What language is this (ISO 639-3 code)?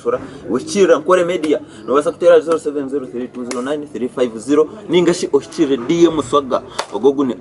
nyn